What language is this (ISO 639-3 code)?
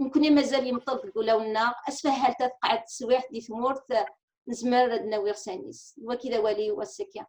kab